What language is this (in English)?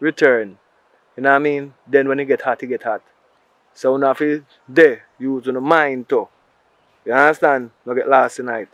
Jamaican Creole English